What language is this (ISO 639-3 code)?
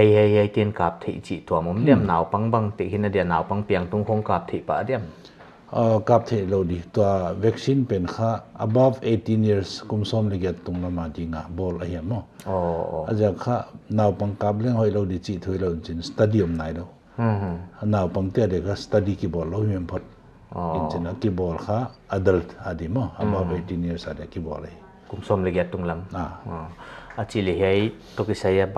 pck